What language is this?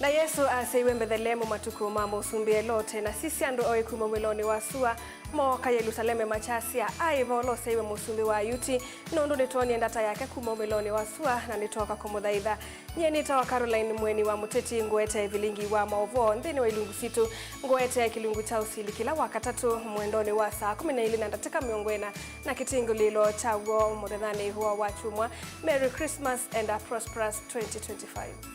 Kamba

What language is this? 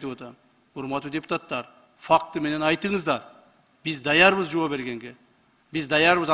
Kyrgyz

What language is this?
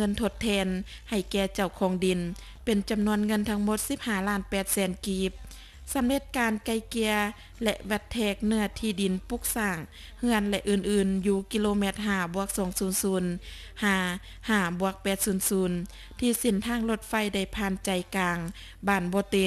Lao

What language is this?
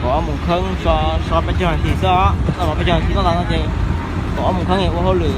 Hmong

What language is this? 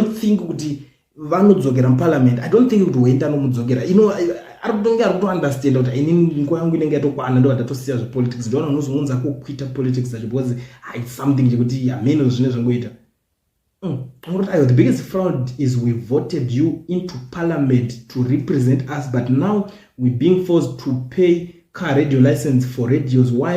Shona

